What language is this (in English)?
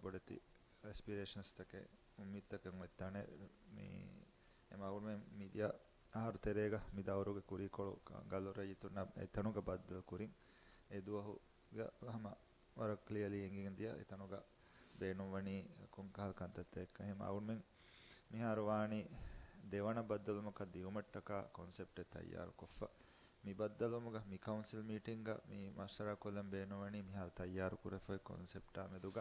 Divehi